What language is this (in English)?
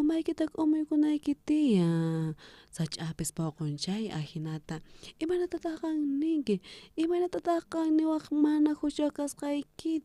South Bolivian Quechua